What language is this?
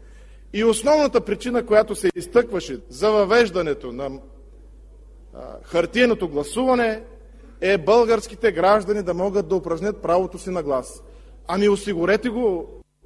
Bulgarian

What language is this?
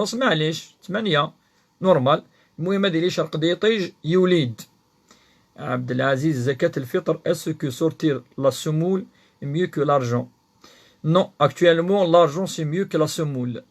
Kabyle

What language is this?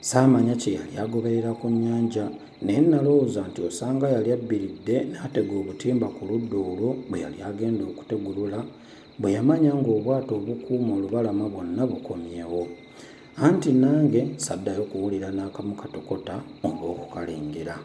Ganda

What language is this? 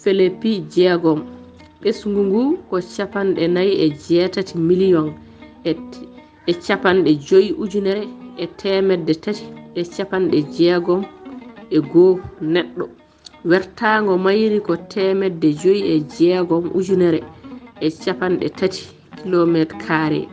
Fula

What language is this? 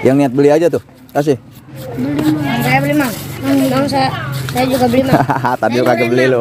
Betawi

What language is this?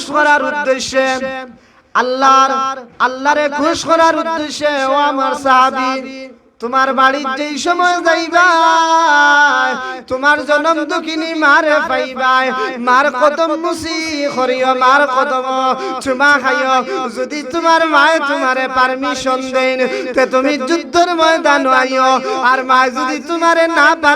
Sylheti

